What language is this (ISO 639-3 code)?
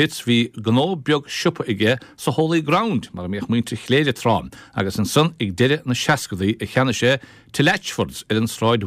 gle